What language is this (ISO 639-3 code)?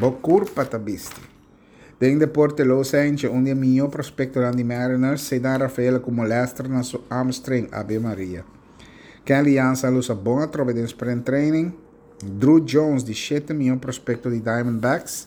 pap